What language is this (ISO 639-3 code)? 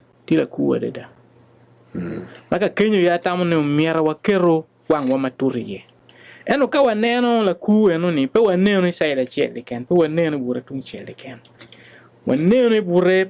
ach